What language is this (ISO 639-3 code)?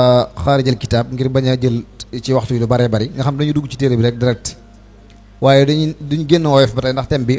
wol